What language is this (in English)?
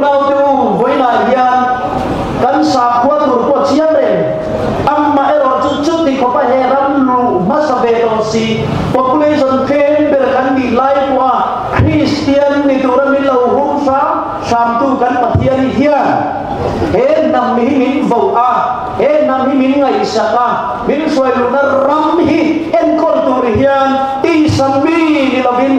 Mizo